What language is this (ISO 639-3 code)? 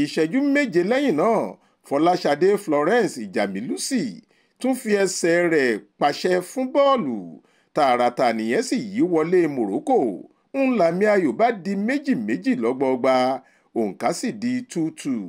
yor